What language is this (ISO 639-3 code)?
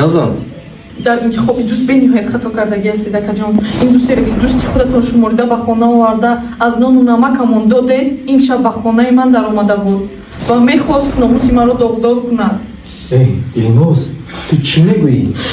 tgk